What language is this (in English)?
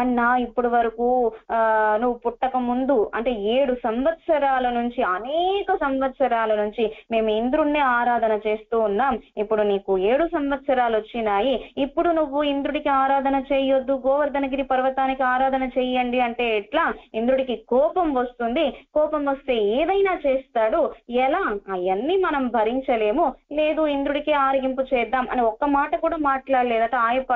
Telugu